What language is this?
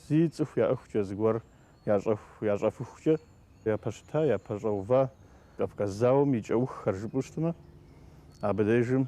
Kabardian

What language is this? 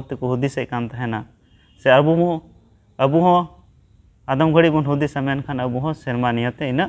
Santali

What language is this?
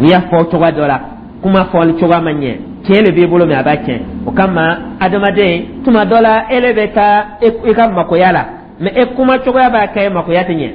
Dyula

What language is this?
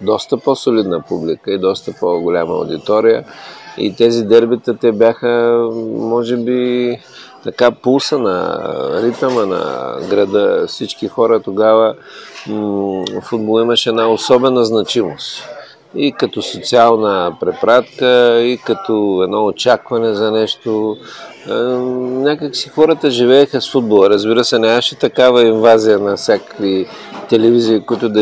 Bulgarian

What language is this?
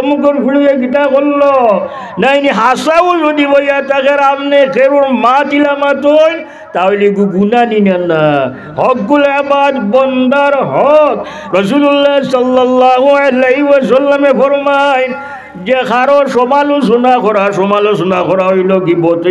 Sylheti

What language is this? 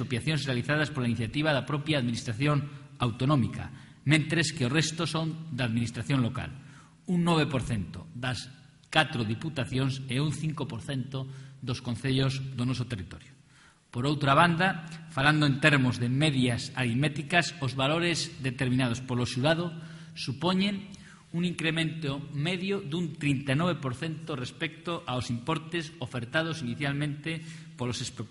Galician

